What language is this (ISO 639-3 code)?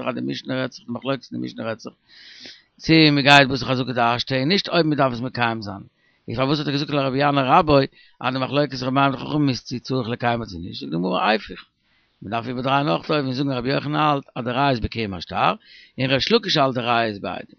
yid